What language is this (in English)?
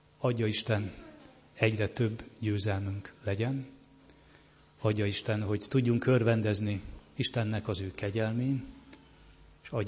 Hungarian